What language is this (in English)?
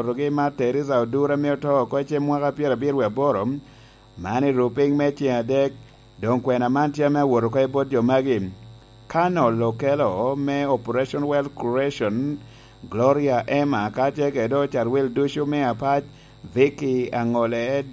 Lango (Uganda)